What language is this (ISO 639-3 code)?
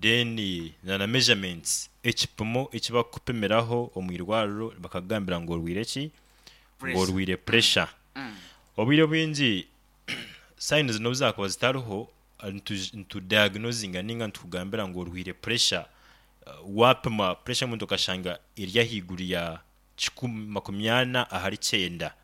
nyo